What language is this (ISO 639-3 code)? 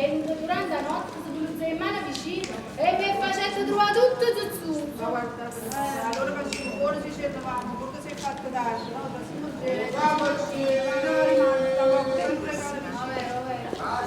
nap